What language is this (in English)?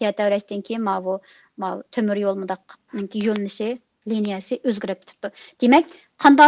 Uyghur